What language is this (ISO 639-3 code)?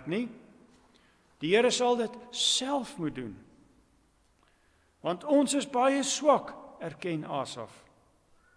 afr